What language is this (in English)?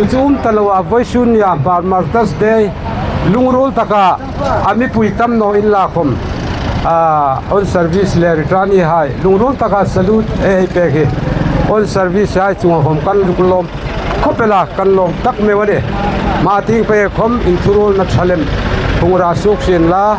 Hmar